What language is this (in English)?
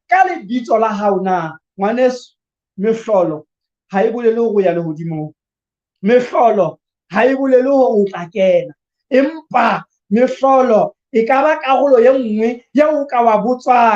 Southern Sotho